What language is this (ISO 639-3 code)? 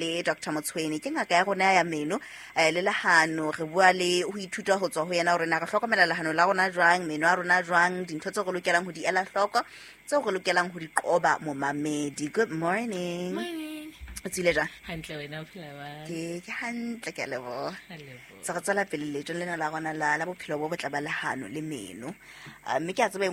sot